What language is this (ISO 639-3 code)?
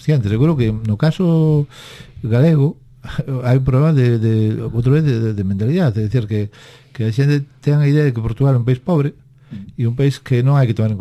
glg